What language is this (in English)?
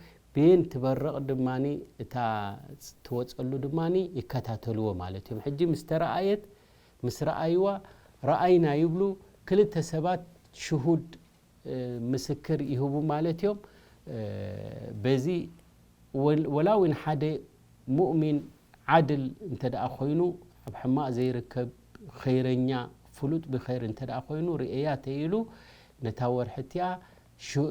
Tigrinya